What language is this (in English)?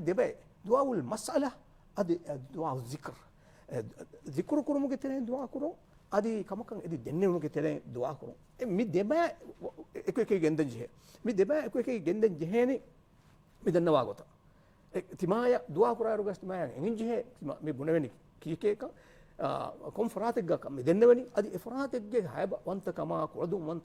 Divehi